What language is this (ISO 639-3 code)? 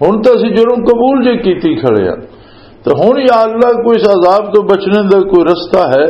lah